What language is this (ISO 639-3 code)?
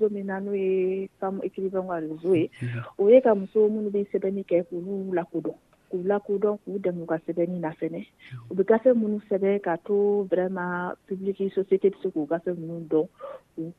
dyu